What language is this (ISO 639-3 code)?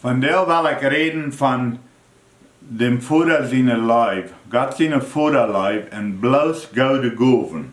pdt